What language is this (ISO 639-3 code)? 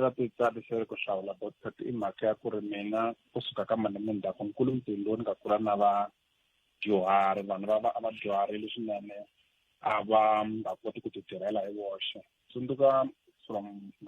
tso